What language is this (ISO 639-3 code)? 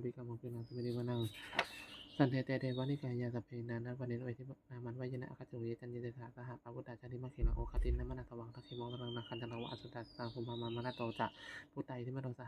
pli